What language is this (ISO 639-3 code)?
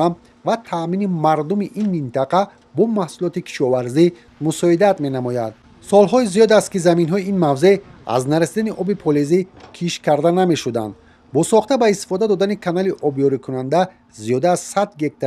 tgk